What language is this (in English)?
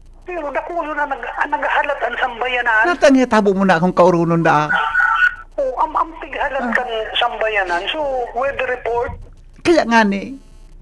Bikol